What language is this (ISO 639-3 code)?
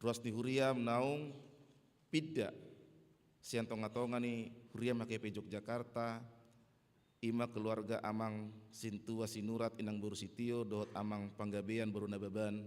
bbc